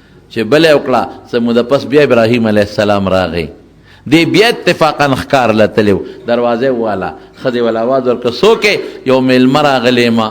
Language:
Pashto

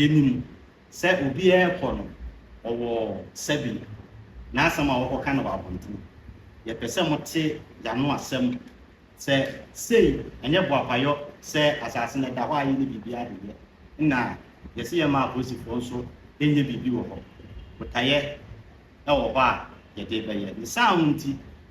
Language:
Akan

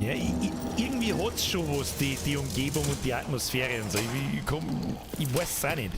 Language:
Bavarian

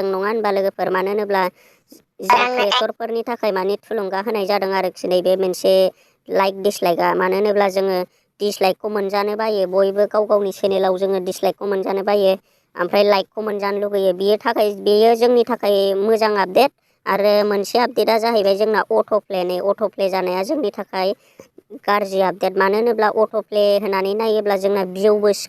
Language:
Bodo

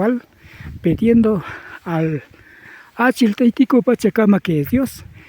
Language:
Imbabura Highland Quichua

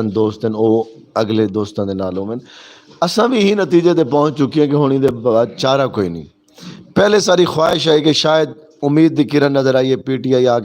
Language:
Saraiki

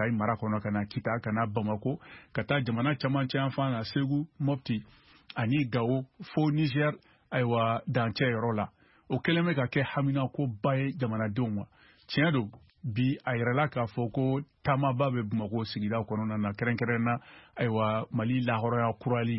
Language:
Bambara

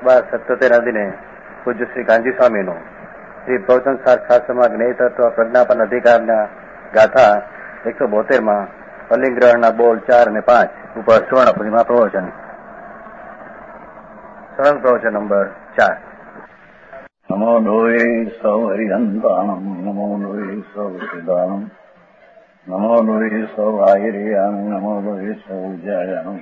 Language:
Gujarati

